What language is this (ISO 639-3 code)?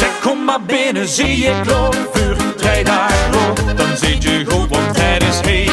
lim